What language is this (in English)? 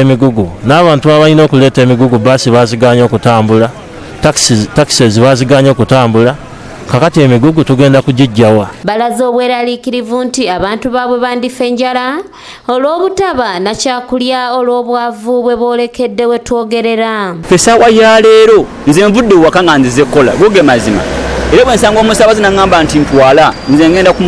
Ganda